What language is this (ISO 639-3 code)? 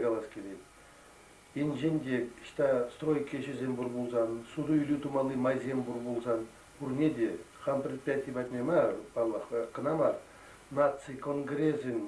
chv